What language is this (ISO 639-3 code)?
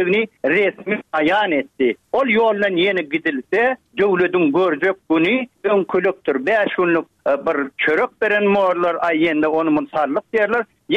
tuk